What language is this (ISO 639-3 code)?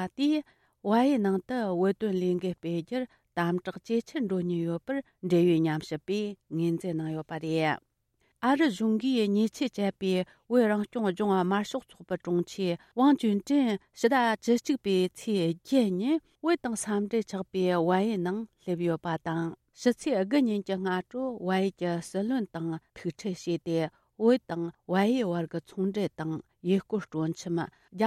bod